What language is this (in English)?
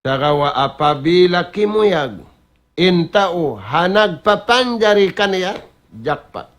Tausug